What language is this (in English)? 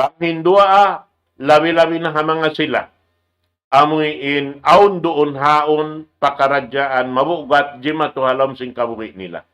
Tausug